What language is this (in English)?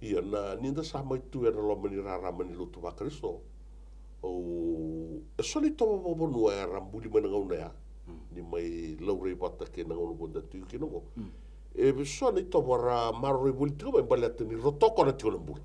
Fijian